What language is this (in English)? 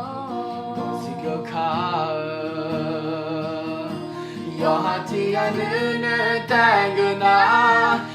Akha